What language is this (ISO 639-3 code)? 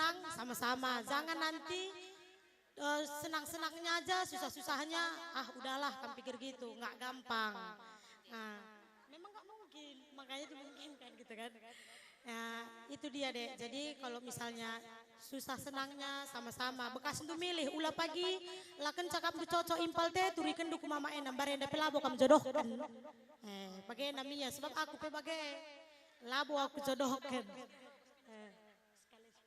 btx